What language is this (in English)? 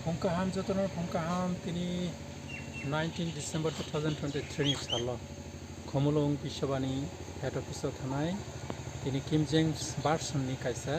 Kok Borok